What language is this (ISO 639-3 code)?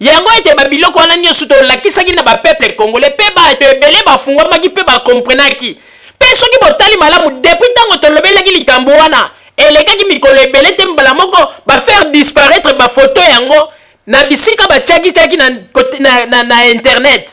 lin